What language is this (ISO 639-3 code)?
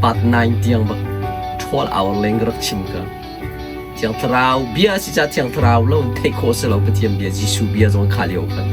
cnh